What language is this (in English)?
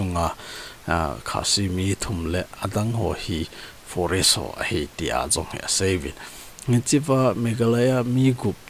Thado Chin